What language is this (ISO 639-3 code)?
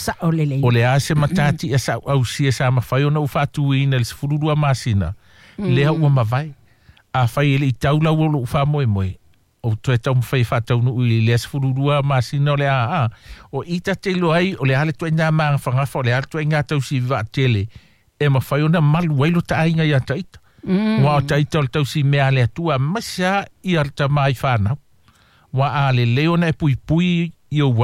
smo